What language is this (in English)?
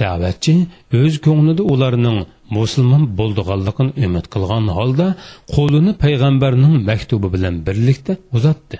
Uyghur